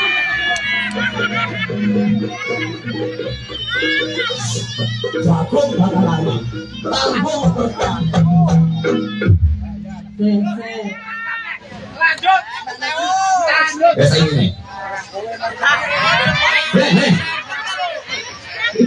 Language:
Indonesian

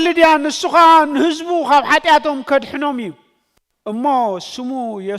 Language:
Tigrinya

